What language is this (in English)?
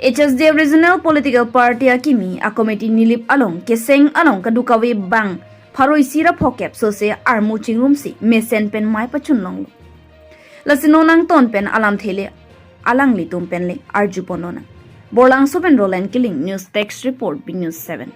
Karbi